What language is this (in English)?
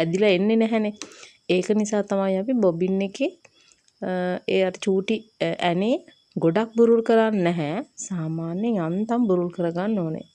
Sinhala